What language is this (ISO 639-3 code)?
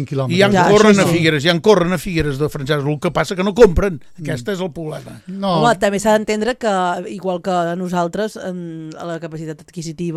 cat